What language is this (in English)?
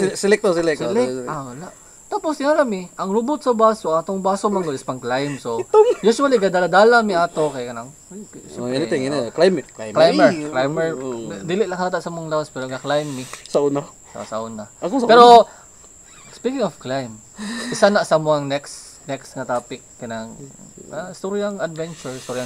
Cebuano